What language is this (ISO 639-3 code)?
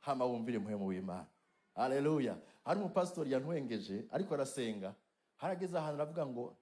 run